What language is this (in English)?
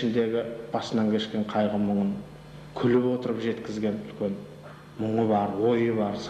Kazakh